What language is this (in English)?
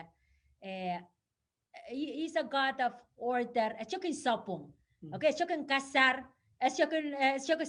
Pohnpeian